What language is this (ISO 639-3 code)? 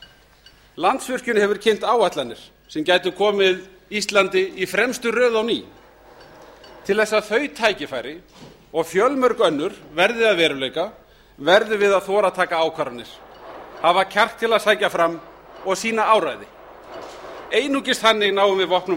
isl